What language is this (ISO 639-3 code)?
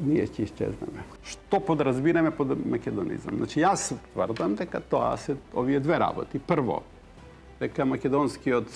mkd